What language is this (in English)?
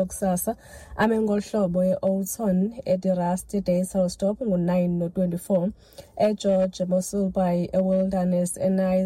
Xhosa